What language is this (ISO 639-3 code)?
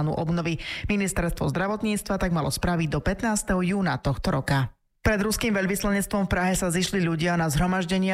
slk